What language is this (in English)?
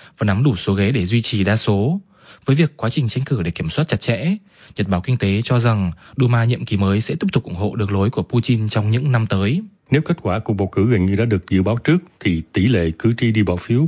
Vietnamese